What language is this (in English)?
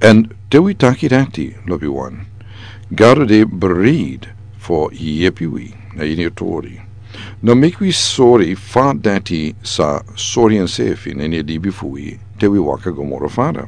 Sranan Tongo